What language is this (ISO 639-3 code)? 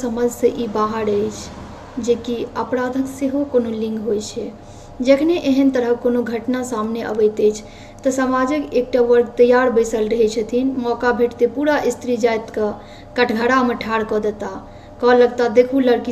mai